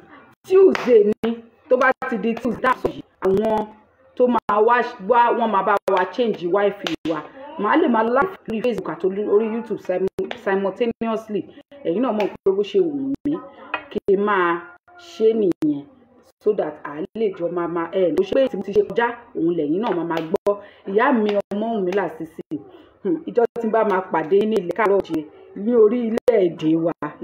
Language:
Yoruba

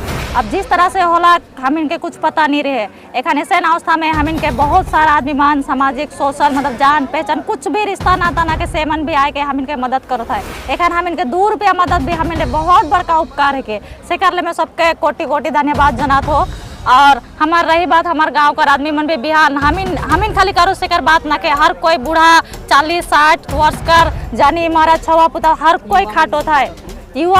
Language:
Sadri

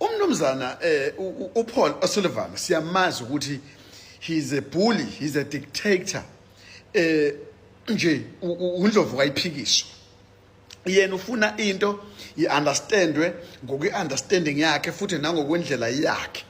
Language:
Zulu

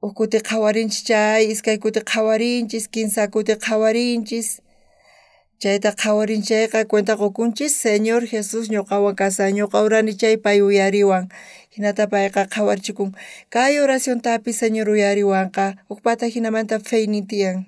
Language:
South Bolivian Quechua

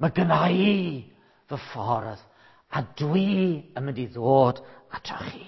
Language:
Welsh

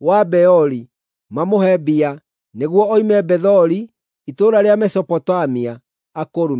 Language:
Kikuyu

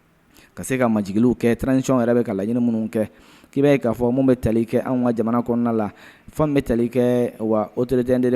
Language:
Bambara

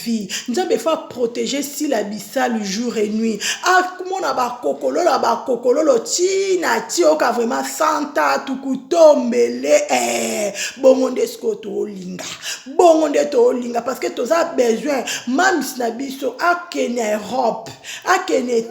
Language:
Lingala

